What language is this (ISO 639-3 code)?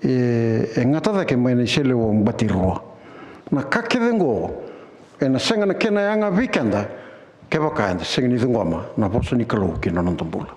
fij